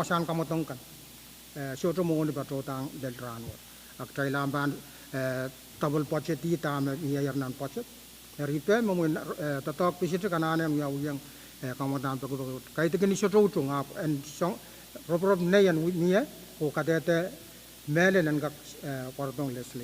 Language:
Pohnpeian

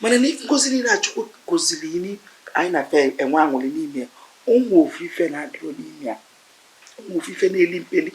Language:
Igbo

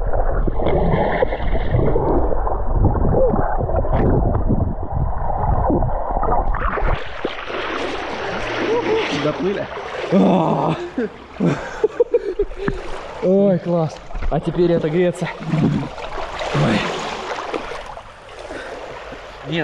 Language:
Russian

